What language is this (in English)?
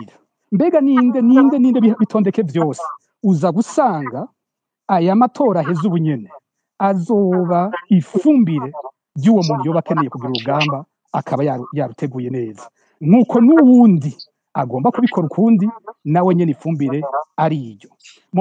Rundi